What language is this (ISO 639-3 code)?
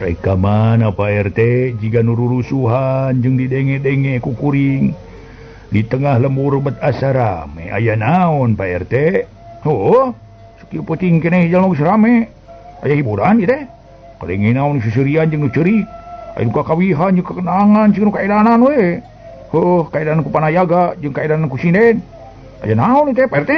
sun